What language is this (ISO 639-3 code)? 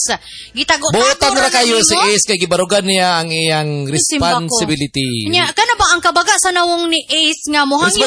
ceb